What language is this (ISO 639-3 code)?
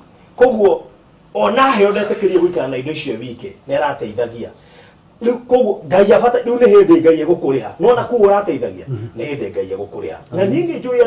kik